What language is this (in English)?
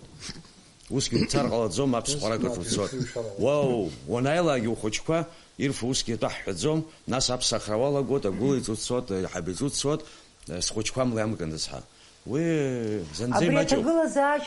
Abkhazian